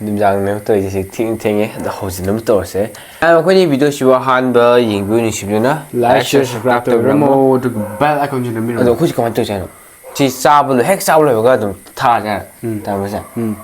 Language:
Manipuri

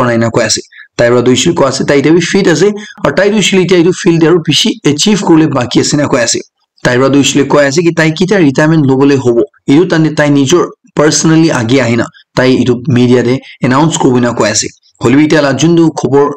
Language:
Naga Pidgin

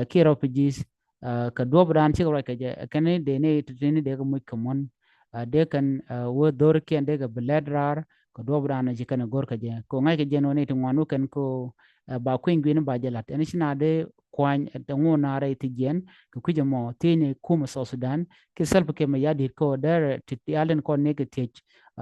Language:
Nuer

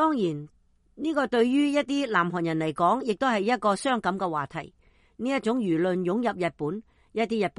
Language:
Cantonese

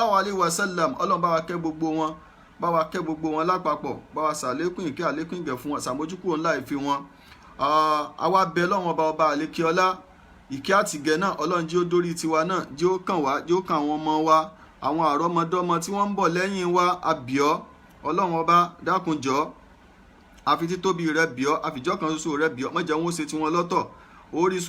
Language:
Yoruba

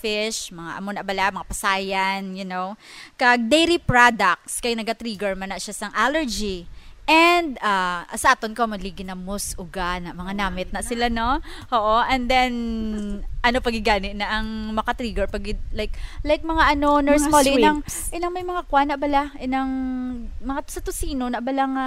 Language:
Hiligaynon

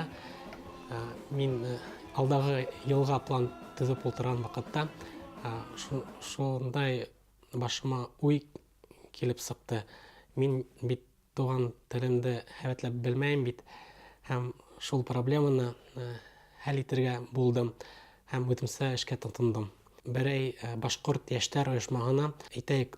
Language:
Bashkir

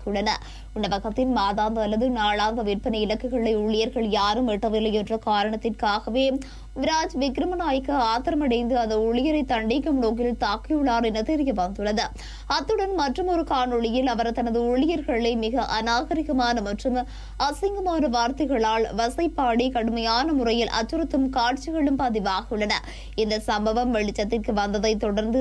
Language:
Tamil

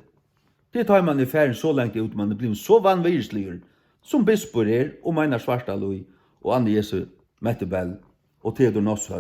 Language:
Faroese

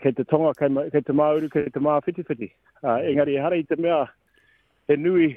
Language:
Māori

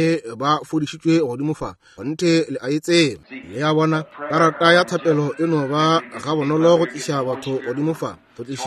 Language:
Northern Sotho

